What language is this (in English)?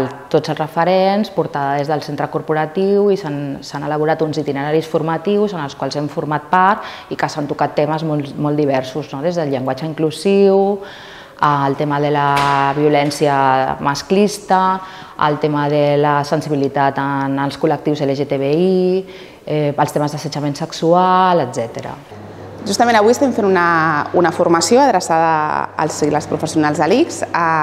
Catalan